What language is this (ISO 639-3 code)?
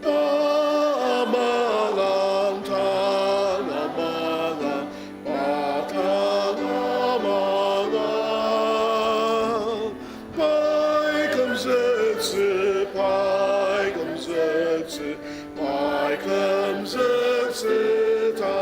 njo